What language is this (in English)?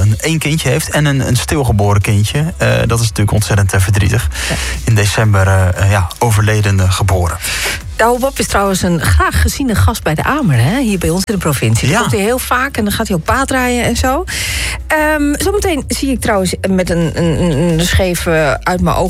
Dutch